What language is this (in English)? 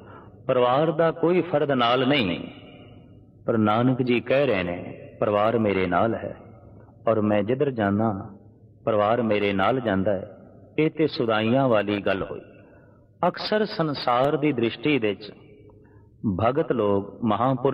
Punjabi